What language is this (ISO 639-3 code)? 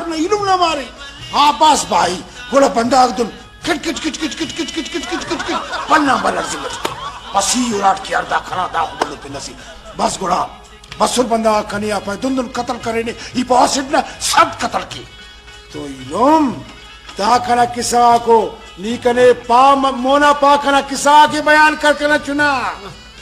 brh